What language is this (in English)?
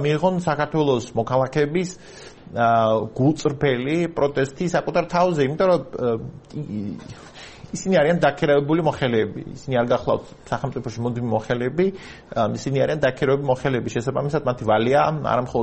Georgian